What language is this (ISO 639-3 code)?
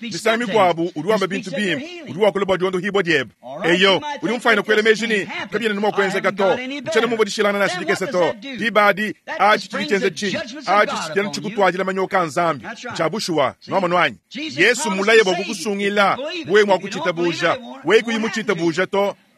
lua